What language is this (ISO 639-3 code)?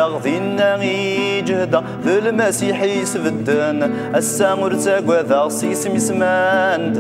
kab